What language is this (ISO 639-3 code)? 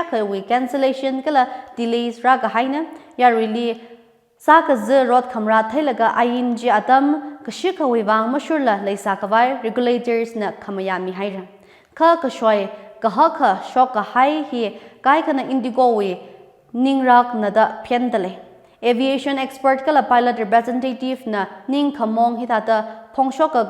nmf